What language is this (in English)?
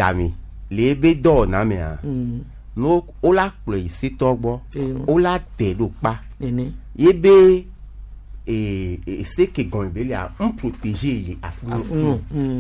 Gen